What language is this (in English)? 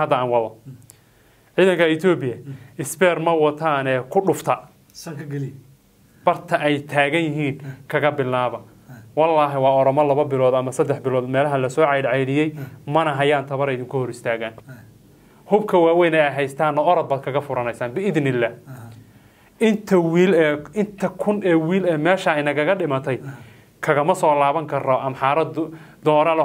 Somali